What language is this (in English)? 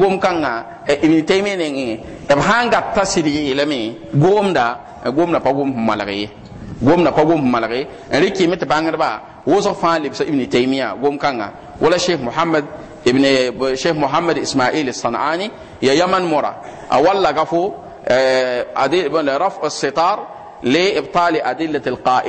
Mossi